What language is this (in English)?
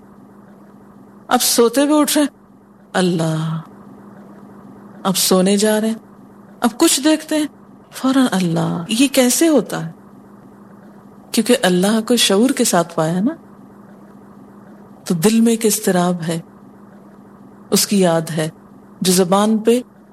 Urdu